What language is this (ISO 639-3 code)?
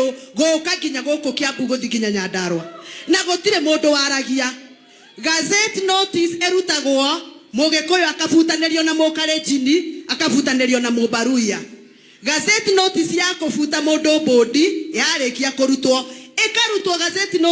kik